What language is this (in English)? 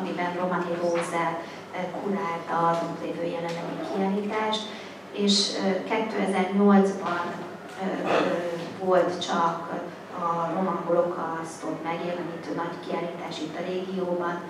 Hungarian